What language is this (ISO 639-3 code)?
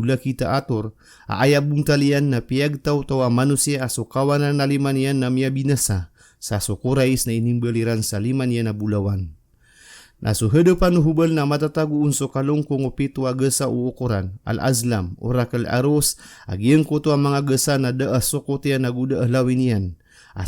mrw